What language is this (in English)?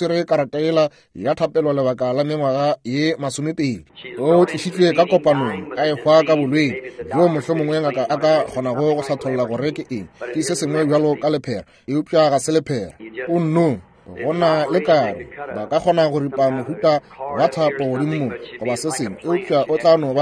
Northern Sotho